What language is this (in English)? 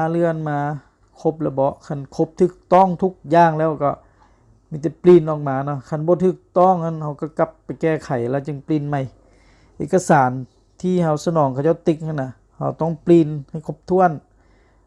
Lao